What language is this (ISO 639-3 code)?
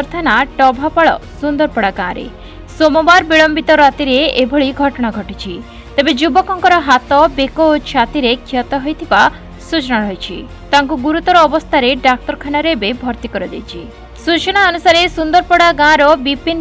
ori